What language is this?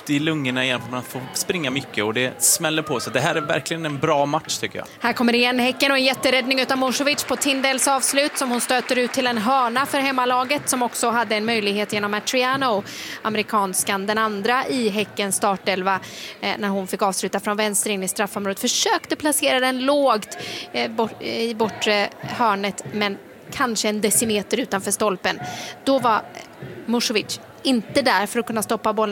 Swedish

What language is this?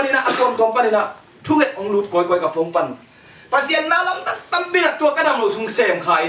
Tedim Chin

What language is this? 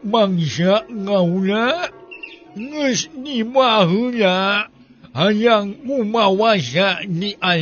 Sundanese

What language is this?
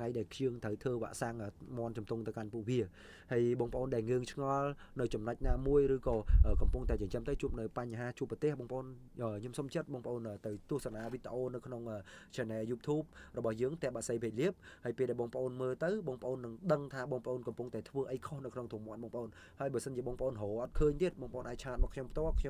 Khmer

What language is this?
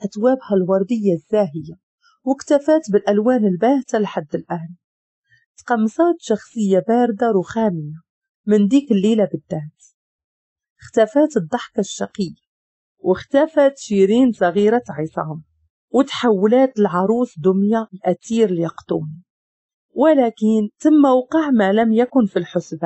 Moroccan Arabic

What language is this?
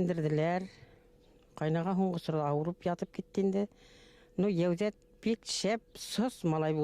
Bashkir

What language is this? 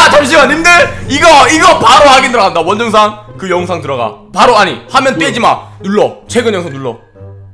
Korean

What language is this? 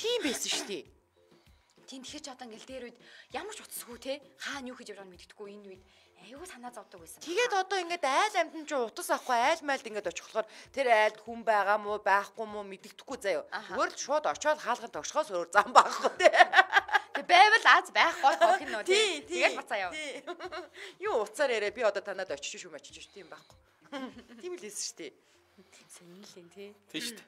Mongolian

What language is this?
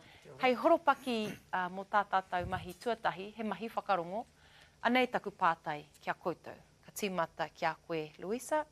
Māori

